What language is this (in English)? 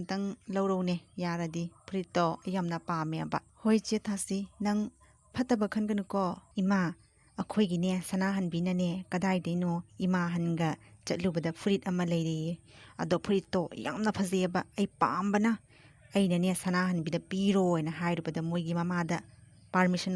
Manipuri